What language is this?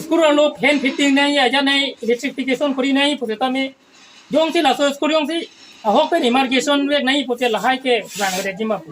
Karbi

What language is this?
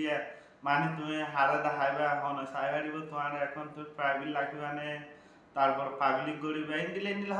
Rohingya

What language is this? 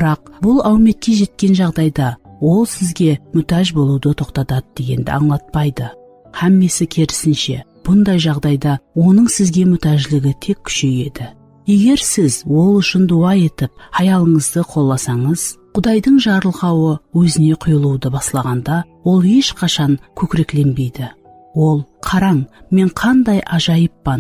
Kara-Kalpak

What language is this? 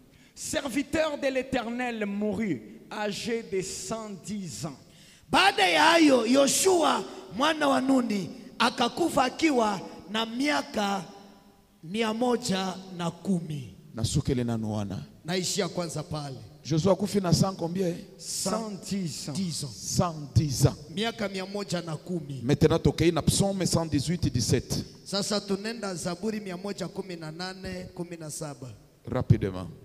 Swahili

